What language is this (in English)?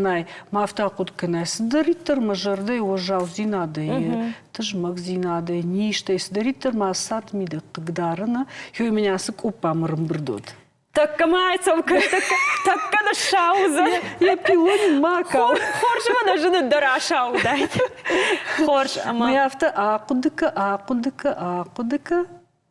Ossetic